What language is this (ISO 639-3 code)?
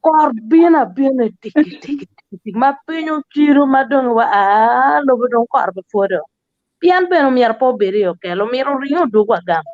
ach